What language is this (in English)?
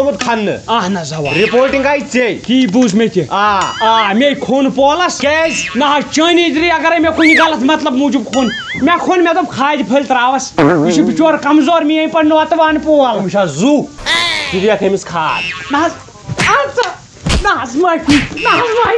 Kashmiri